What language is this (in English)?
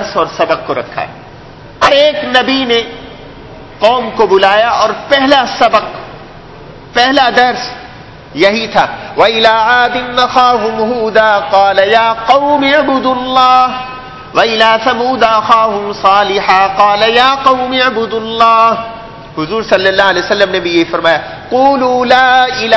Urdu